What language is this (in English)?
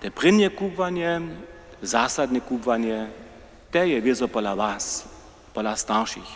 Upper Sorbian